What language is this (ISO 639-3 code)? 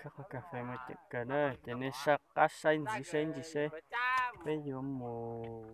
hmn